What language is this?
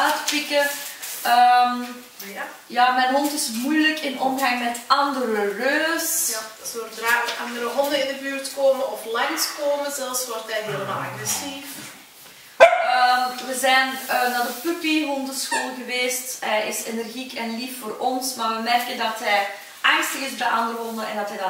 Dutch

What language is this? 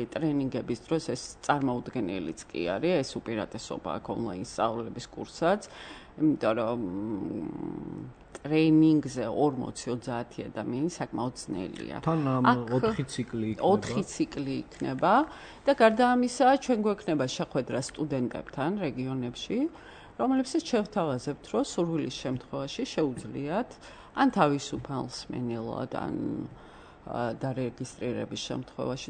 Georgian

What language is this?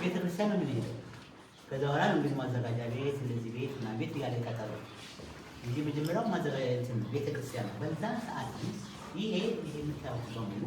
Amharic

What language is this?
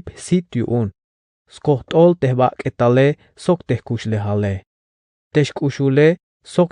Tzeltal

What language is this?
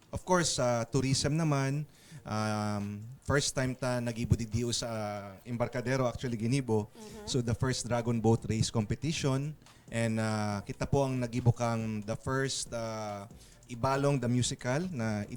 Bikol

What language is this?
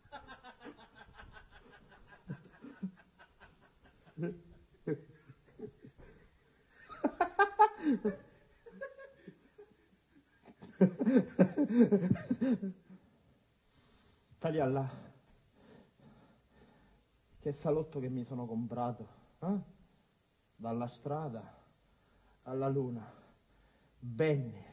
Italian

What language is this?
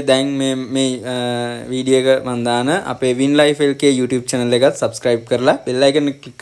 Sinhala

